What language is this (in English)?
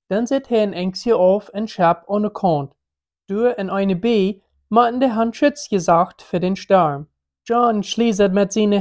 Plautdietsch